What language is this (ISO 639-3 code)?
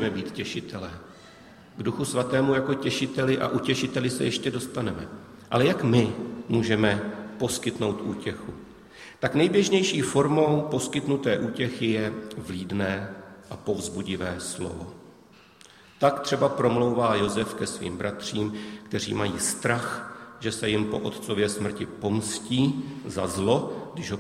ces